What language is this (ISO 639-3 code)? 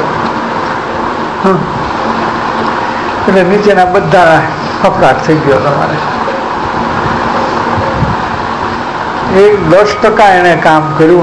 guj